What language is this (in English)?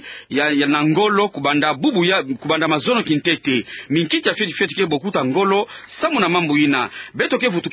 Kituba (Democratic Republic of Congo)